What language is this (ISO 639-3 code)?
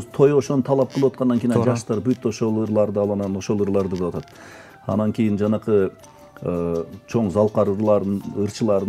kir